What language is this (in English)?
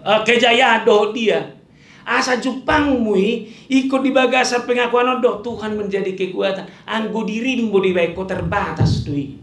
Batak Toba